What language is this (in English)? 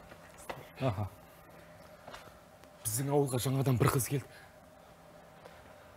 Kazakh